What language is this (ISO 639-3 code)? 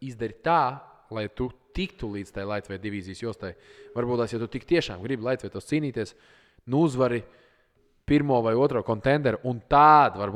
lav